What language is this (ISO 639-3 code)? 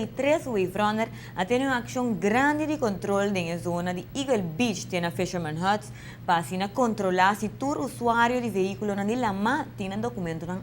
pap